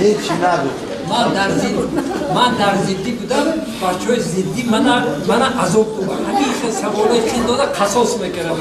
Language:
Tajik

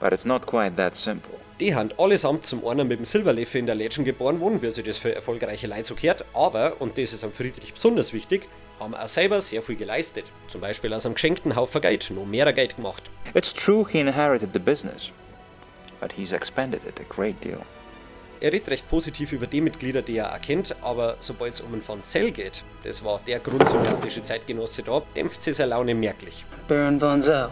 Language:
Bavarian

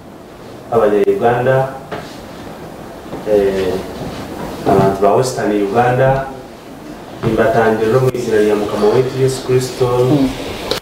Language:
Kinyarwanda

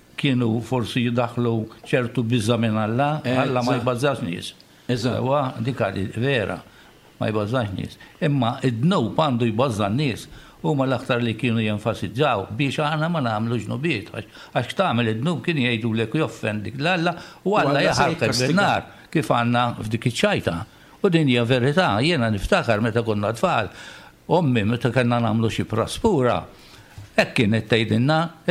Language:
Maltese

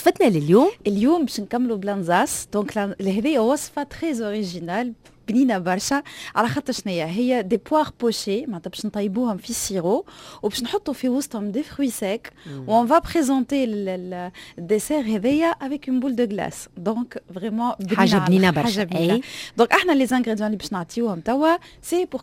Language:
Tunisian Arabic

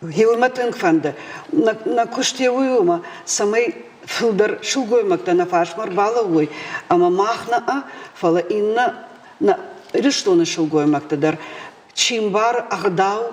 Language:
Ossetic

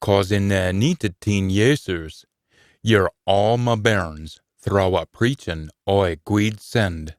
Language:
Scots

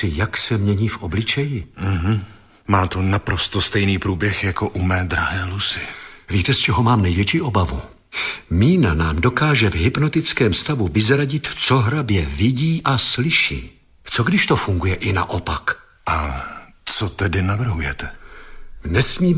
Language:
Czech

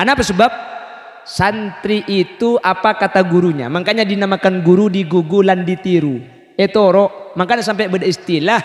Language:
Madurese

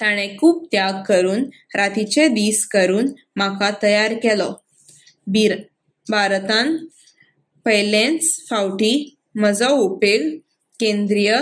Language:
Konkani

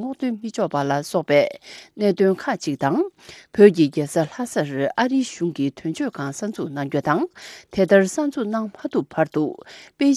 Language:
Tibetan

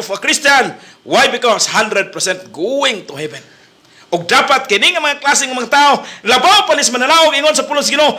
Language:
Cebuano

